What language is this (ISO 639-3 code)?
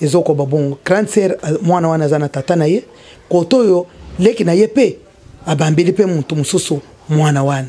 lin